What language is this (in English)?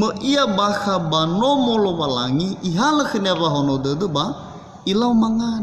Nias